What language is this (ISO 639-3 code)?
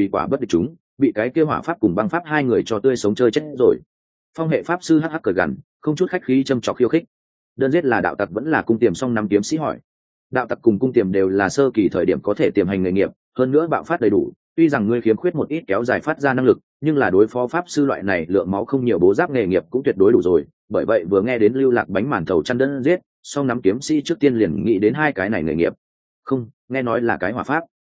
vie